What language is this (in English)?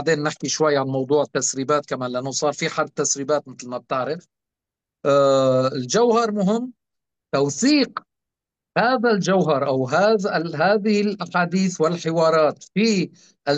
North Levantine Arabic